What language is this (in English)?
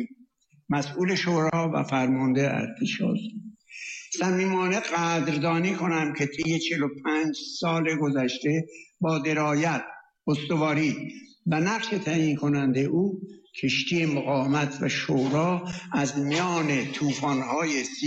Persian